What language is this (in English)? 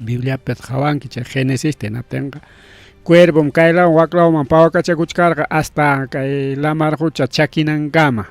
Ayacucho Quechua